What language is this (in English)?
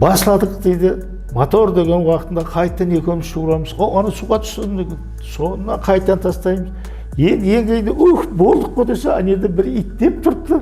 Kara-Kalpak